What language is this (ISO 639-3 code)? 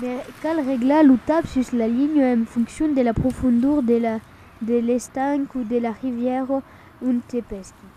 oci